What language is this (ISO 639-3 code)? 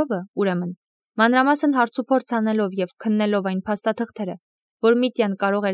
hye